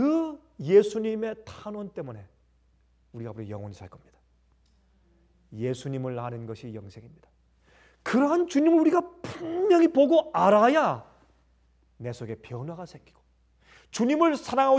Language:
Korean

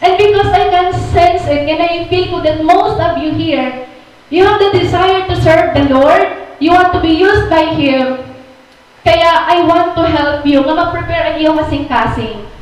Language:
Waray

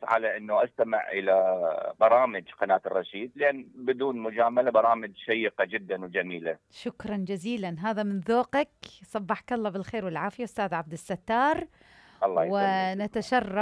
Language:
Mesopotamian Arabic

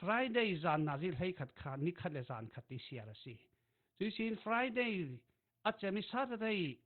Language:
Falam Chin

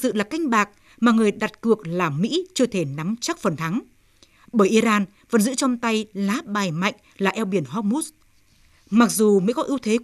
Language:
Vietnamese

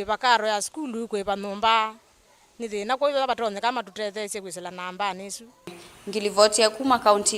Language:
Kamba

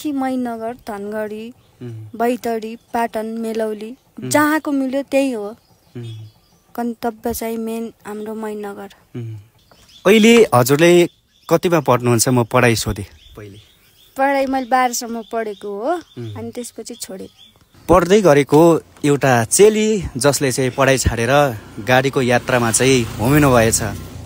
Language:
Nepali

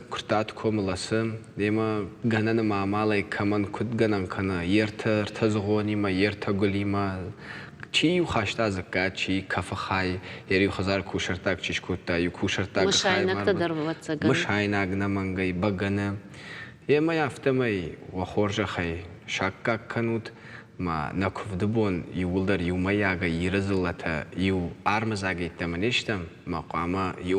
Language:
Ossetic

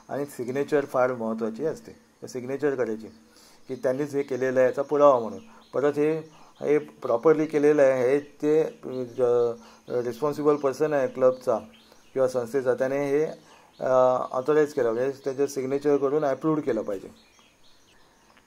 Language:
Marathi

